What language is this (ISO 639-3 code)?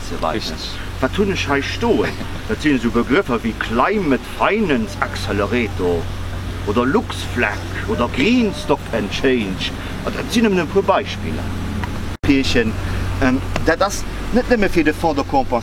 ltz